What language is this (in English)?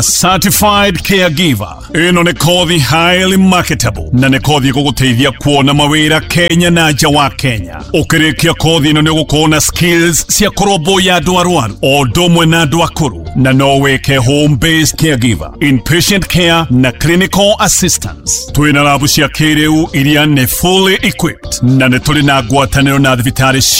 Kikuyu